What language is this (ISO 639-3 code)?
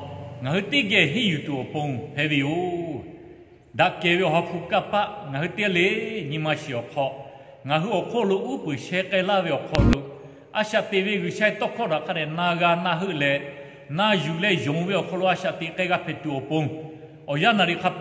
lhu